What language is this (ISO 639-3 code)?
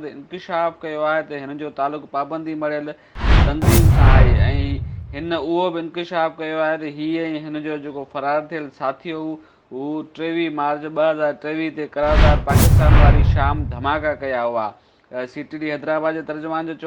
snd